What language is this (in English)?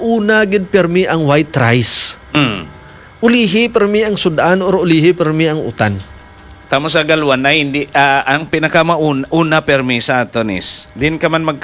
Hiligaynon